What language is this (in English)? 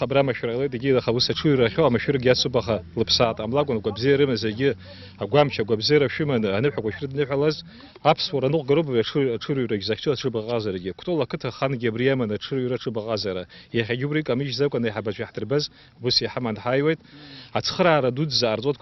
Abkhazian